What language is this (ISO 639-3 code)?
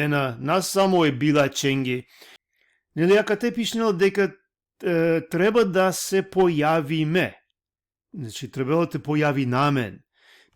rmn